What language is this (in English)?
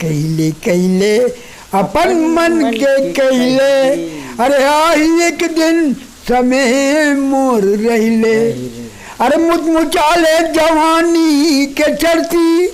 Chhattisgarhi